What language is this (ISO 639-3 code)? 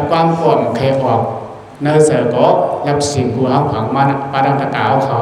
shn